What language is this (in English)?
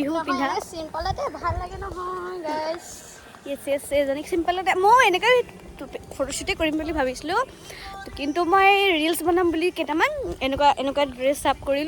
Assamese